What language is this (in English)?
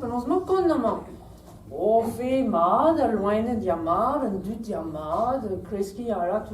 Breton